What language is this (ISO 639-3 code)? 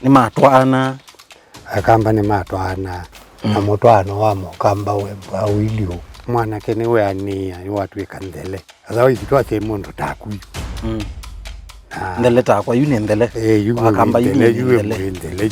kam